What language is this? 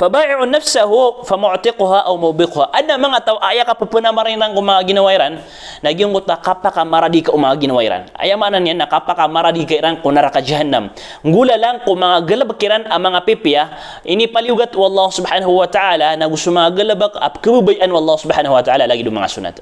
Maranao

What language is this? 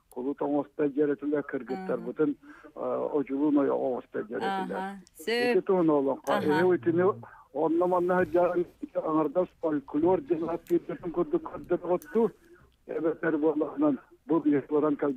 Yakut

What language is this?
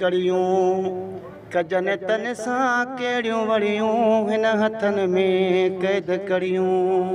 Sindhi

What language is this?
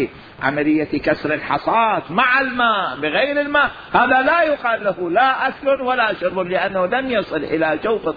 Mesopotamian Arabic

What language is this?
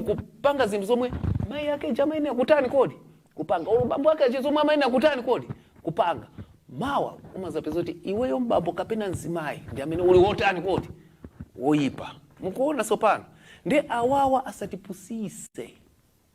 Nyanja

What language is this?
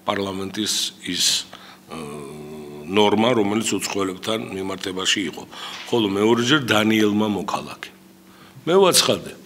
Georgian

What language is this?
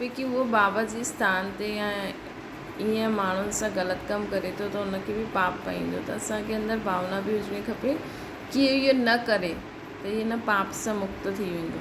Sindhi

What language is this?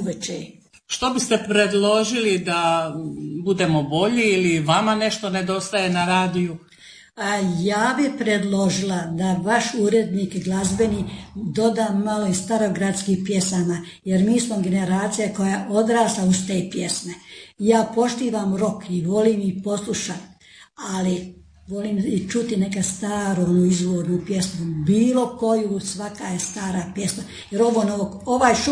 Croatian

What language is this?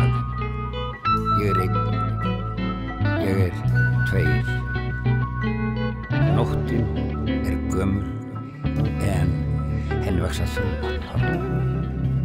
Icelandic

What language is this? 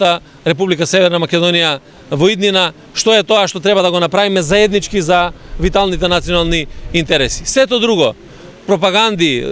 Macedonian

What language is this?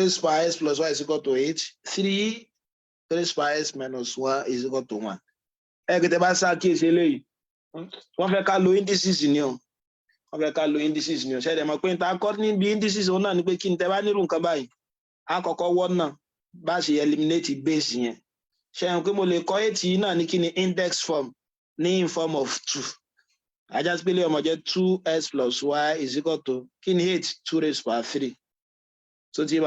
Yoruba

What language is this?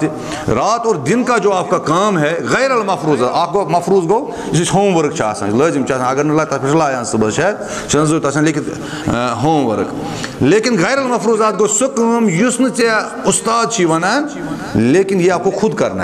Kashmiri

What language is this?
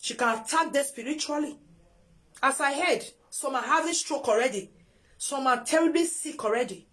Nigerian Pidgin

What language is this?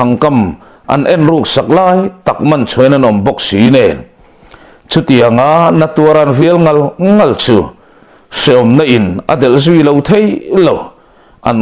Mizo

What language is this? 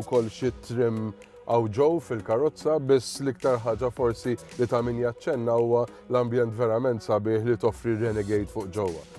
Maltese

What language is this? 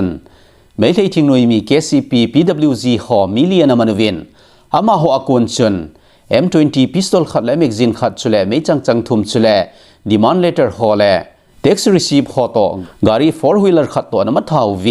Thado Chin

